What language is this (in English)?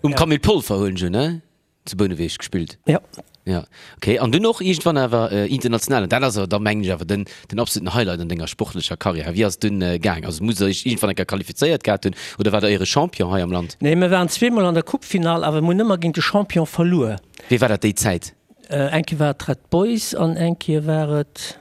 Luxembourgish